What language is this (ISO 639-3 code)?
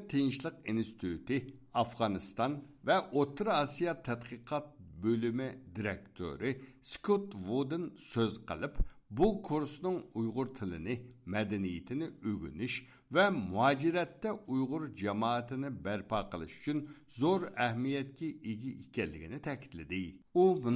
uig